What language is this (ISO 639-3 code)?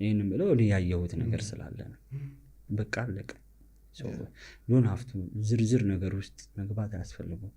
amh